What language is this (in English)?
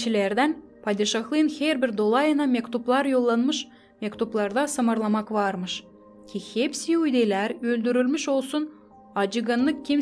Gagauz